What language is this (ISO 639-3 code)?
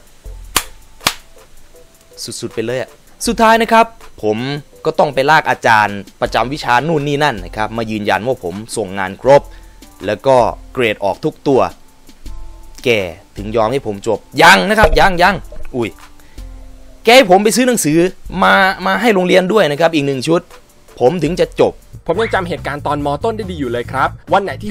tha